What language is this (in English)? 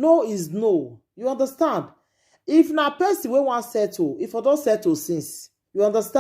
Nigerian Pidgin